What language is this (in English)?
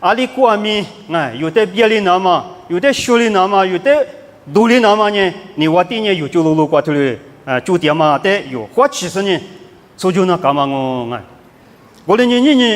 Lisu